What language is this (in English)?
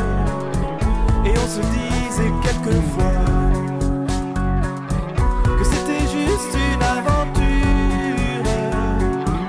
French